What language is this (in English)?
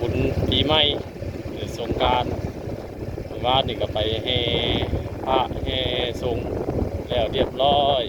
Northeastern Thai